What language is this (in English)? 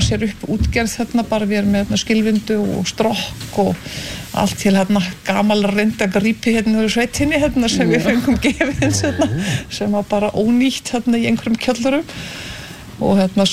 Icelandic